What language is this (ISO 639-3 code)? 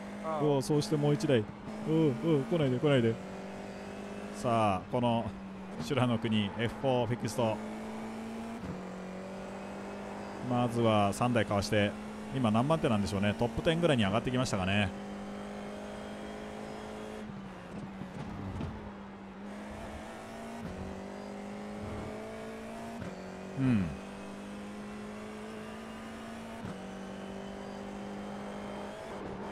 jpn